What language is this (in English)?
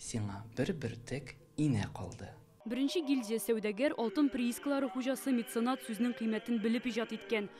Tatar